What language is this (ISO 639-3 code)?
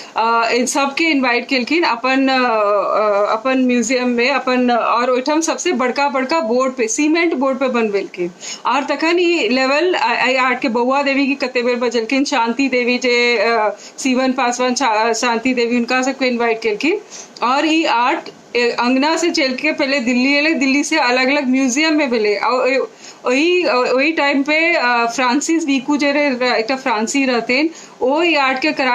mai